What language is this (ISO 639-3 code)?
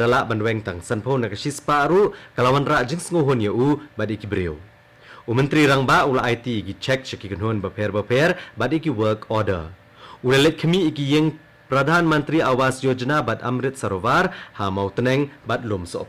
kha